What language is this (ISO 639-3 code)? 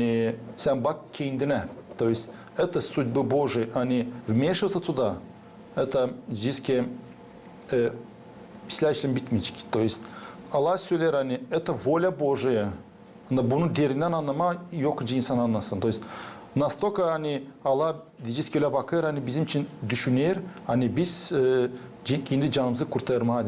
gag